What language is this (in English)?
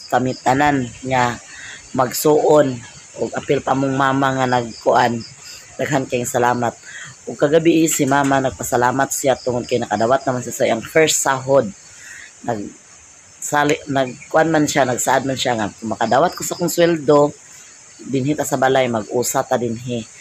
Cebuano